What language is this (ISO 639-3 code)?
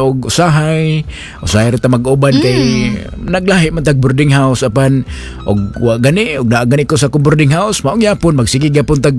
ceb